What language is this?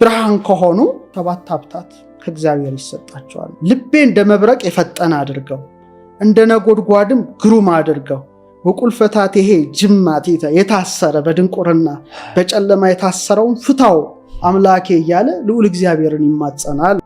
Amharic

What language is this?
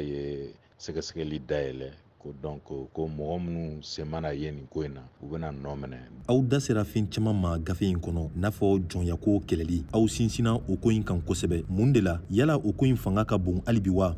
Bambara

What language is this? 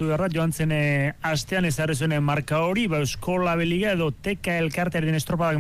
Basque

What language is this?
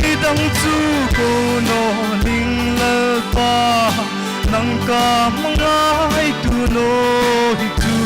Hmar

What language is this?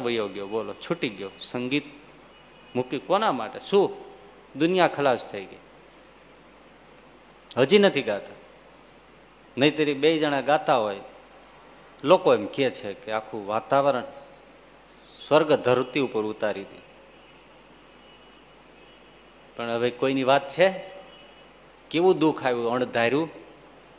Gujarati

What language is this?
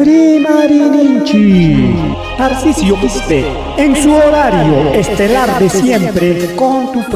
Ayacucho Quechua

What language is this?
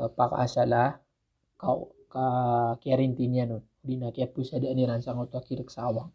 Maranao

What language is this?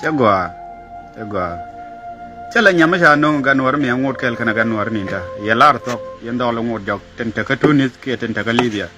Nuer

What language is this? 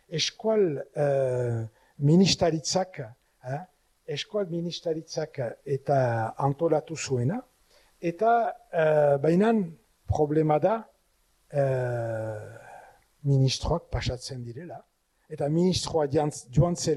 Basque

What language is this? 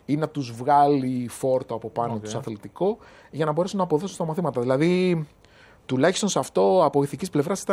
Greek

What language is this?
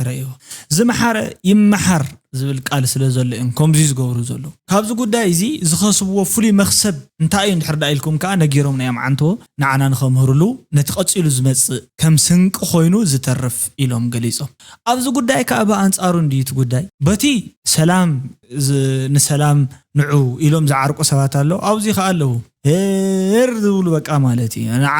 Tigrinya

